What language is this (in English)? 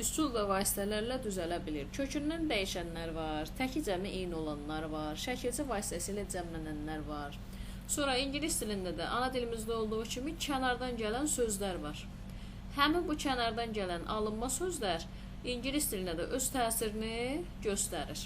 Azerbaijani